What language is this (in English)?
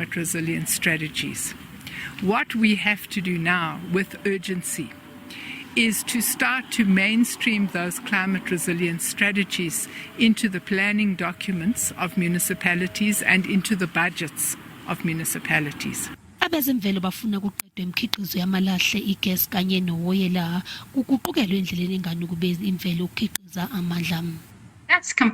Zulu